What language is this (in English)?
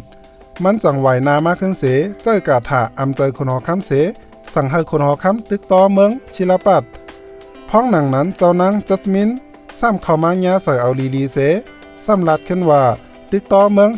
Shan